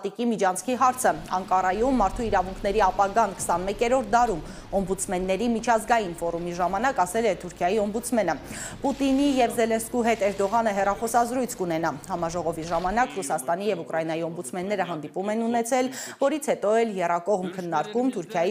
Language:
Armenian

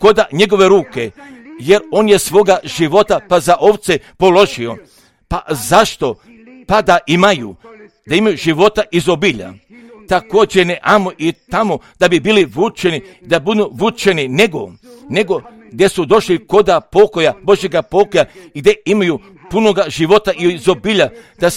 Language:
Croatian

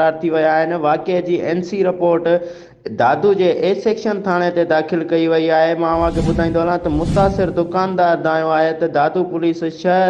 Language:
Sindhi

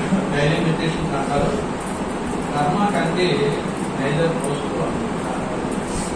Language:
Telugu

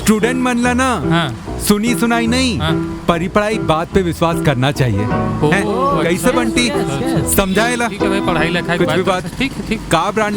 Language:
Chhattisgarhi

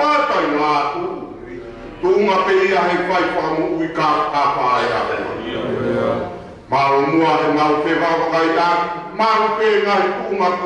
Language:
Tongan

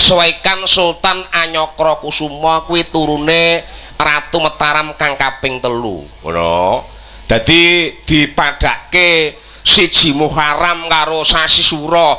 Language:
Javanese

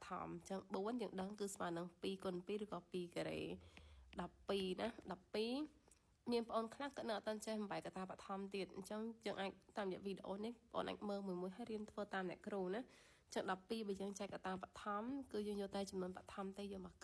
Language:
Khmer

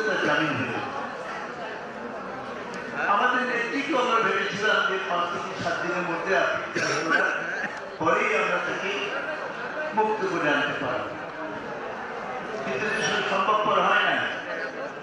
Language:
Bangla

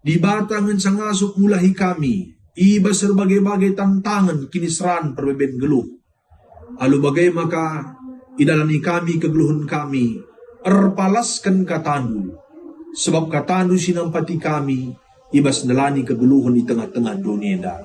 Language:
Batak Karo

